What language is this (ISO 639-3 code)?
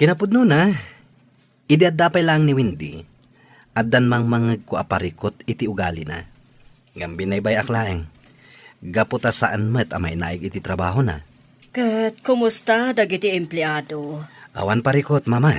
ilo